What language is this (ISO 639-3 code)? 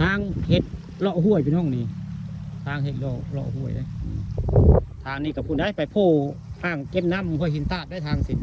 tts